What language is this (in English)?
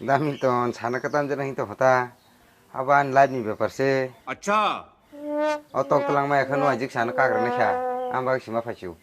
Kok Borok